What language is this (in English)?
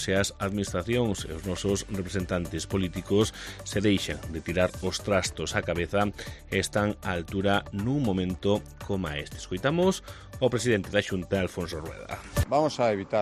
Galician